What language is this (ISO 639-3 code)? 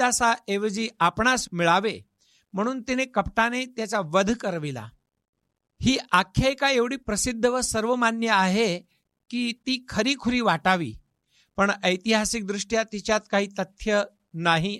mar